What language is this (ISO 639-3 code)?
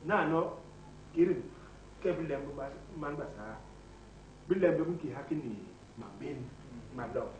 bas